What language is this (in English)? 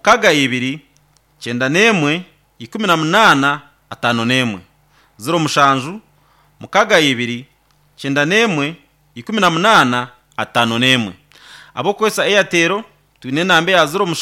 Nyankole